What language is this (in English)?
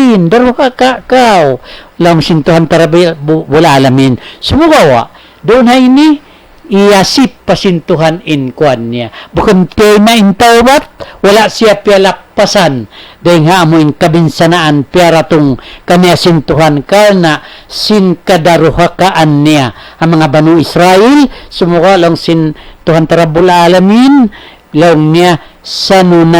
Tausug